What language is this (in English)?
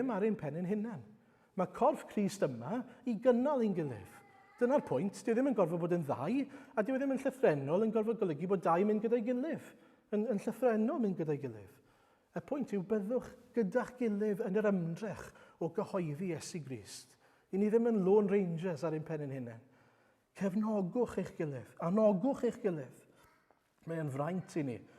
Welsh